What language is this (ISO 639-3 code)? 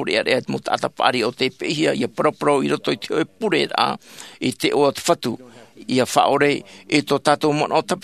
tah